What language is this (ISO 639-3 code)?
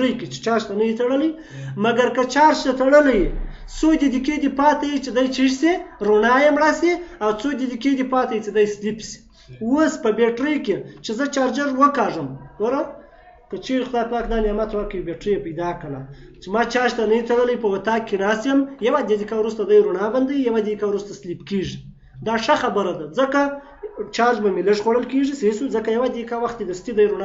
pus